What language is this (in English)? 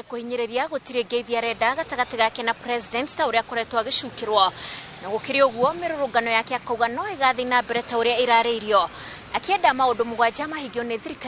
Kikuyu